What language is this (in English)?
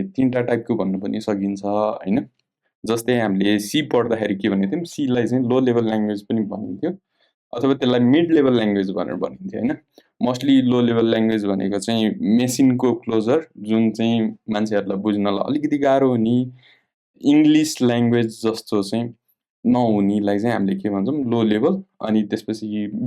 Nepali